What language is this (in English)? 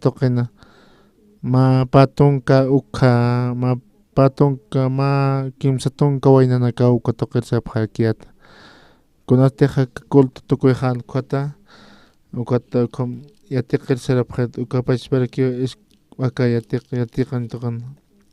Aymara